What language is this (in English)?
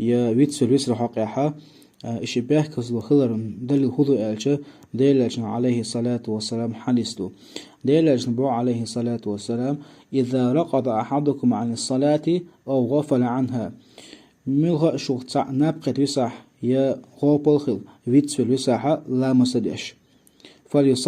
Chechen